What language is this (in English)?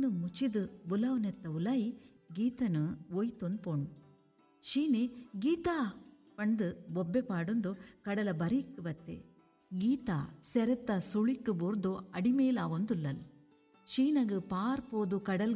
Tulu